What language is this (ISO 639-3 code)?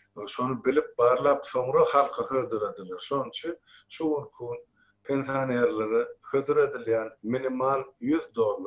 tuk